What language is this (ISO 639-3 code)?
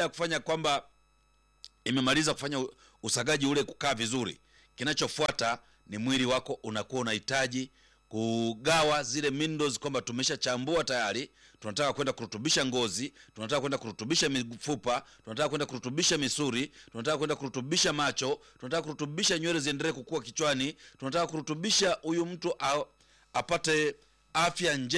swa